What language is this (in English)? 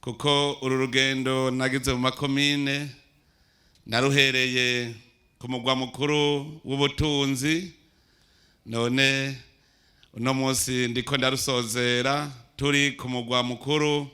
Rundi